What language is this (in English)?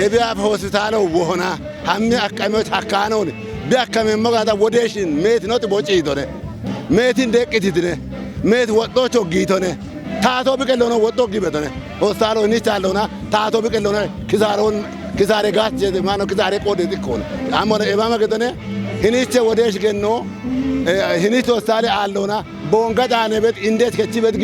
Kafa